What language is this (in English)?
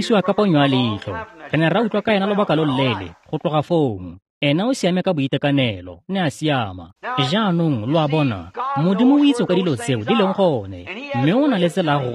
Tswana